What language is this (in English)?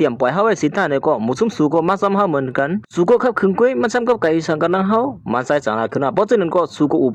Shan